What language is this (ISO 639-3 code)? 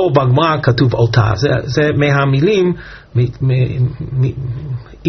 heb